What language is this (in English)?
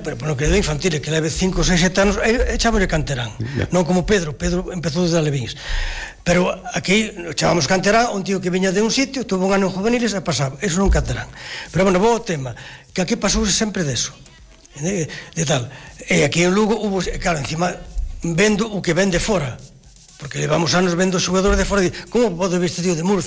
Galician